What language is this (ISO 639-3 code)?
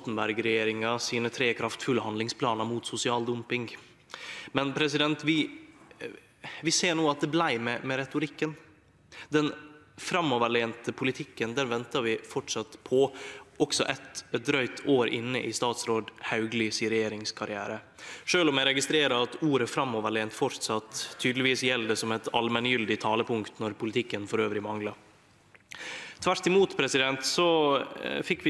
nor